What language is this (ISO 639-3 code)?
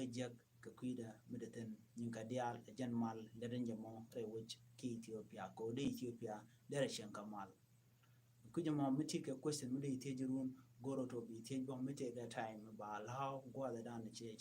nus